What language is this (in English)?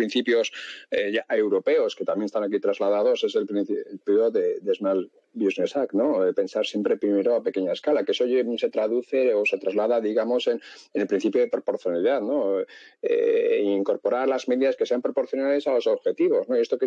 Spanish